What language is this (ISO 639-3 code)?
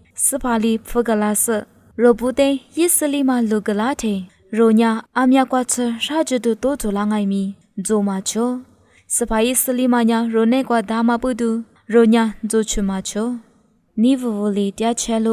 lis